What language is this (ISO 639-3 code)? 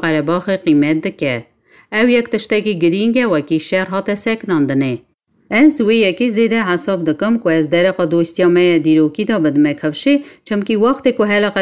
kur